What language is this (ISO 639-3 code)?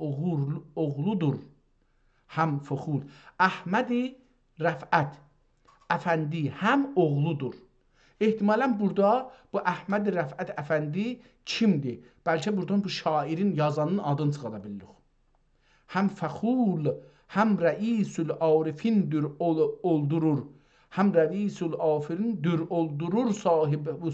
azb